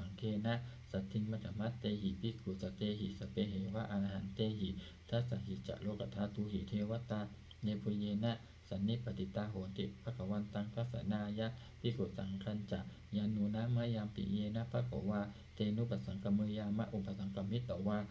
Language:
Pali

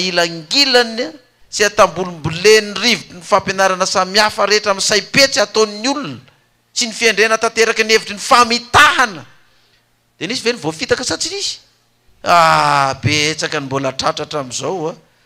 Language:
Malagasy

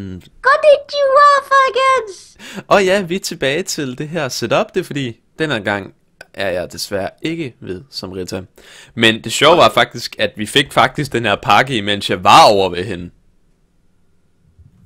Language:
Danish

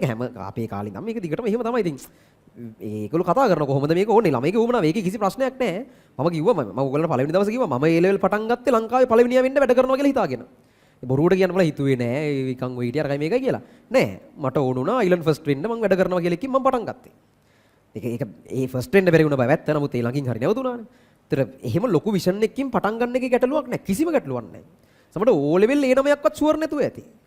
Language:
Sinhala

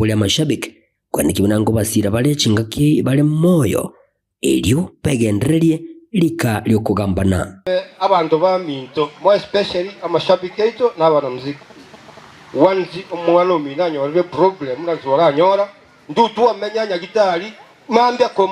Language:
Gusii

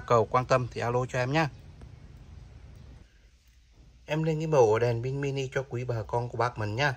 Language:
Vietnamese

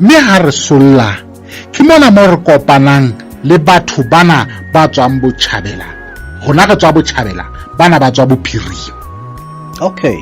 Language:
Southern Sotho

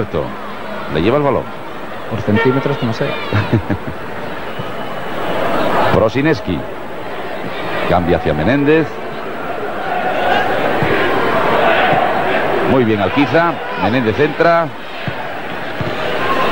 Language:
Spanish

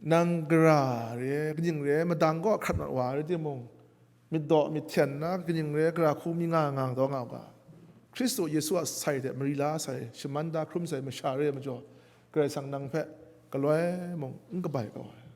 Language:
Kachin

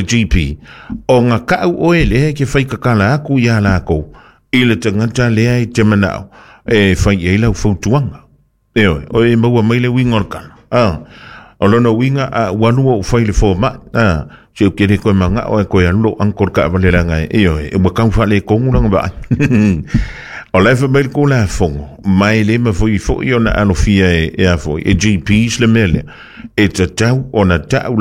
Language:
Samoan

